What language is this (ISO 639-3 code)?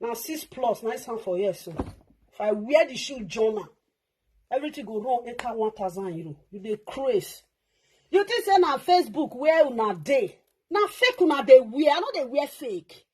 pcm